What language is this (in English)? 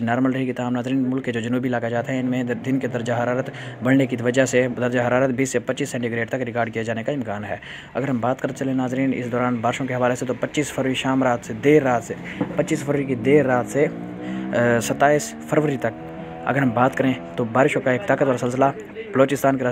Urdu